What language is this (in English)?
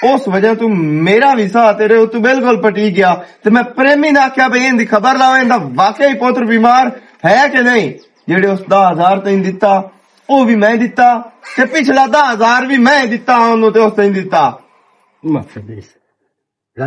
Western Panjabi